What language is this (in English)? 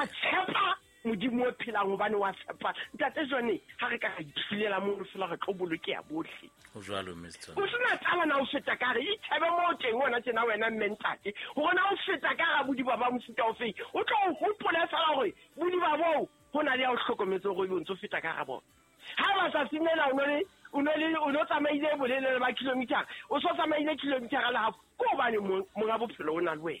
Southern Sotho